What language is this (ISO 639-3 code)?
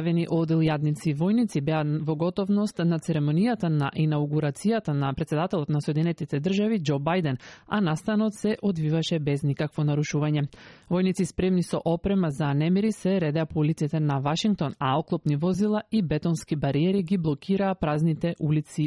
mkd